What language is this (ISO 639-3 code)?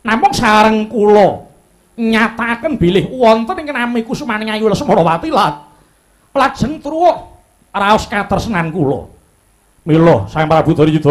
jav